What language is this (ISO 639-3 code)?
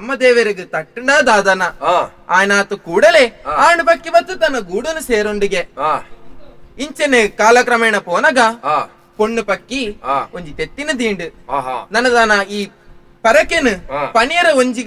tcy